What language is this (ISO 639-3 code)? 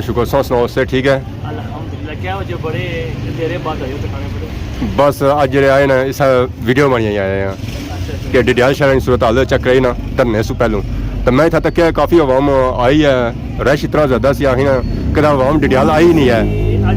phr